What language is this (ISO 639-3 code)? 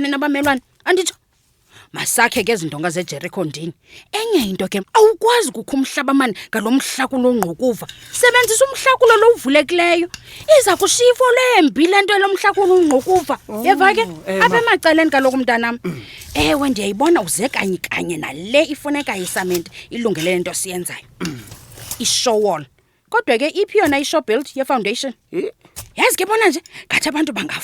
xho